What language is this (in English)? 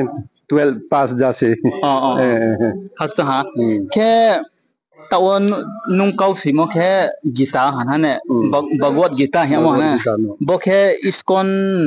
Riang (India)